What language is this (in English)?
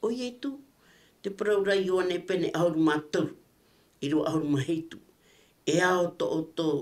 Tahitian